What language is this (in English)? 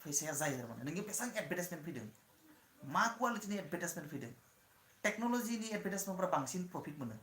Bodo